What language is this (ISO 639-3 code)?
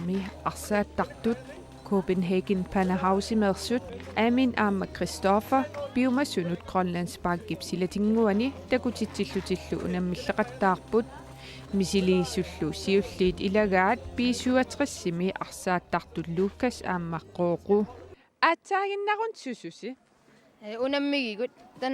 kal